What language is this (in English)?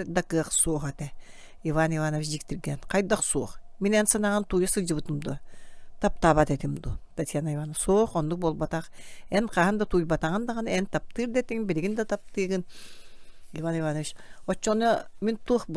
Yakut